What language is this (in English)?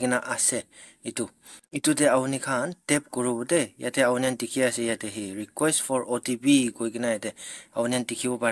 Naga Pidgin